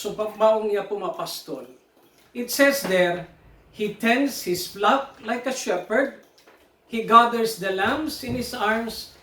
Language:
Pangasinan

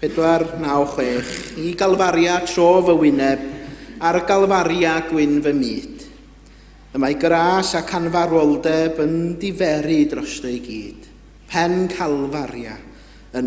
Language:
Welsh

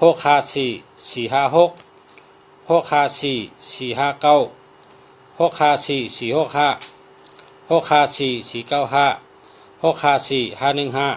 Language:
Shan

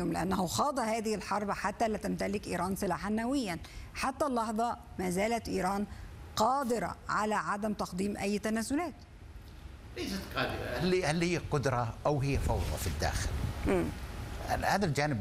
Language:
Arabic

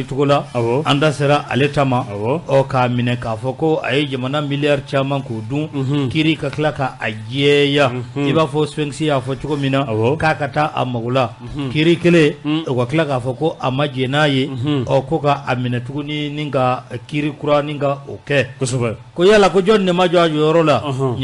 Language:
Bambara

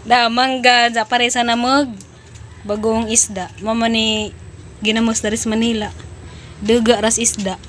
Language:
Cebuano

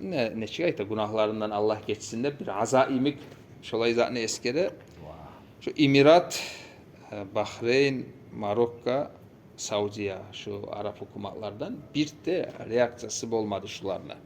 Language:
Kumyk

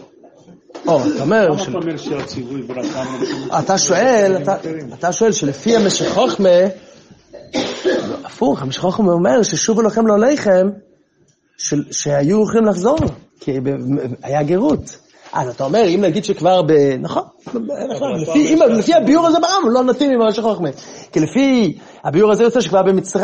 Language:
Hebrew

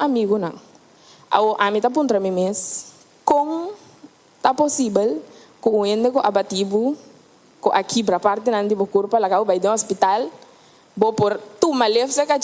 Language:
Papiamento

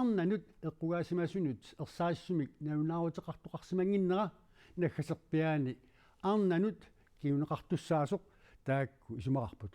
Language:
Kalaallisut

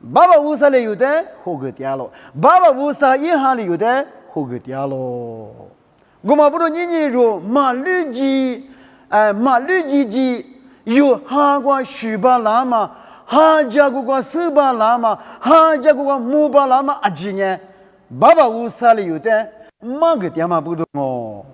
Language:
Lisu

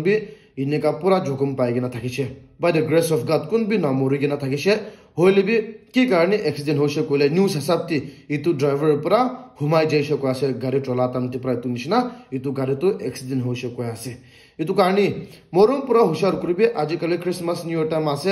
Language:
Naga Pidgin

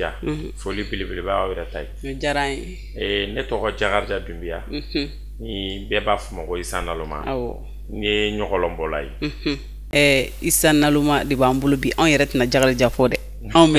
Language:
Bambara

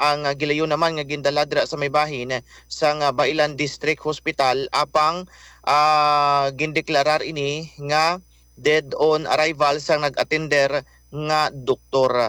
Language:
Hiligaynon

